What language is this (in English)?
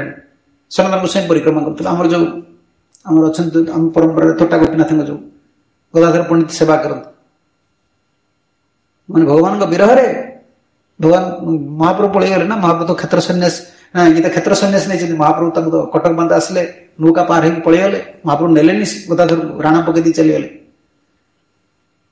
Odia